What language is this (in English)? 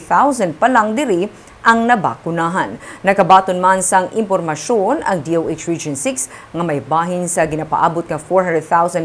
Hiligaynon